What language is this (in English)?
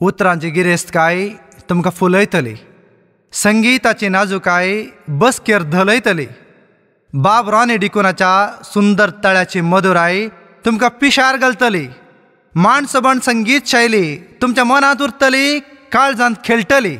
Konkani